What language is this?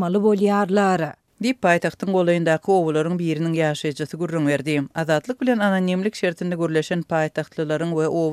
Turkmen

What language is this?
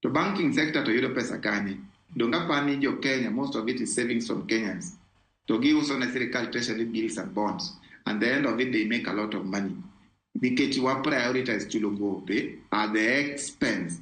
Luo (Kenya and Tanzania)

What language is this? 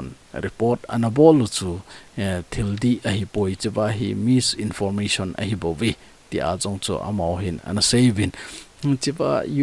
Thado Chin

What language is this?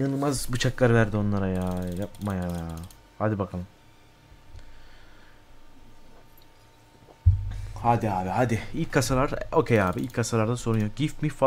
Turkish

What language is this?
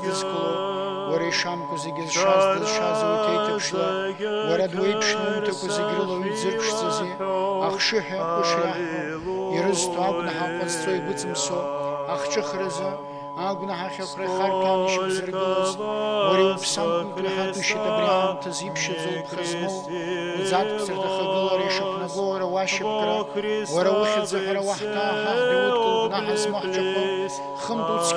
Abkhazian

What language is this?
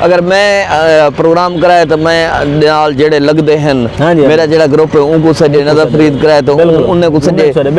Saraiki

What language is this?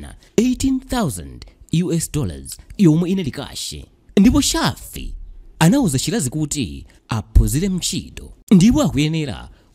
Nyanja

